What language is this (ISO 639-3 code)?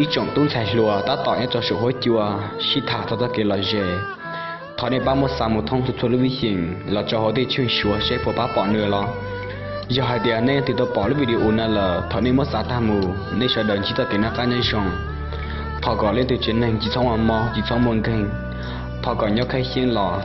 hmn